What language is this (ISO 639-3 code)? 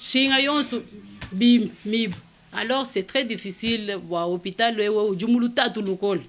lua